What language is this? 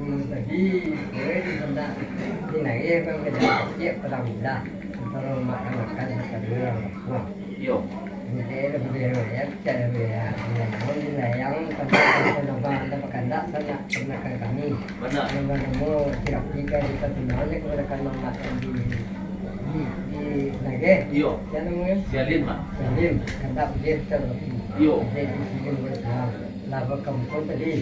Minangkabau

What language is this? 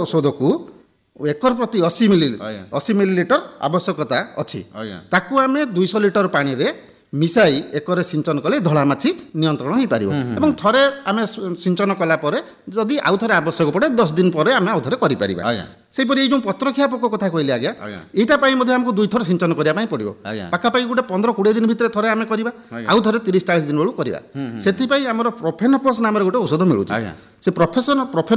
Odia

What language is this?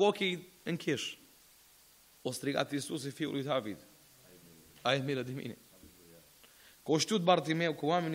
Romanian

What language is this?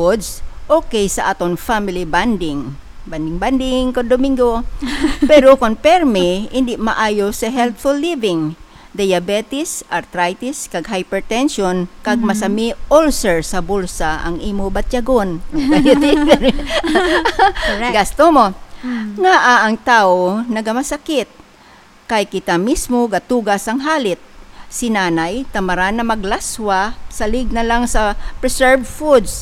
Hiligaynon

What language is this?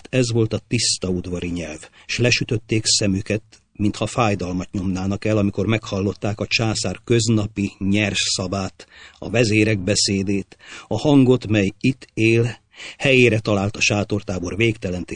Hungarian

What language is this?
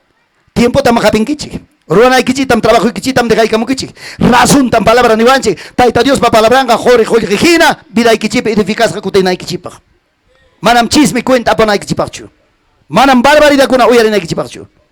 Ayacucho Quechua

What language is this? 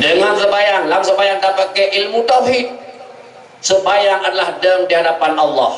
Achinese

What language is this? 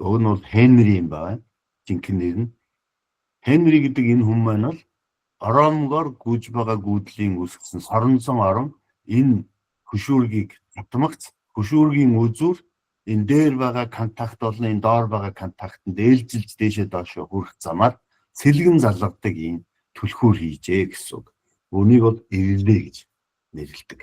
Mongolian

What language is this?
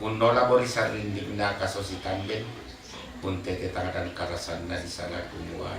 Toraja-Sa'dan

